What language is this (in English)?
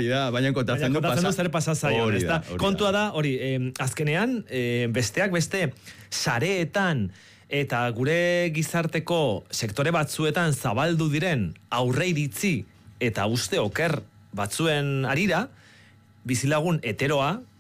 Basque